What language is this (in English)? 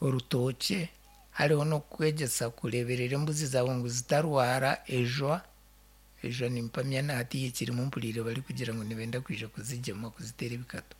Nyankole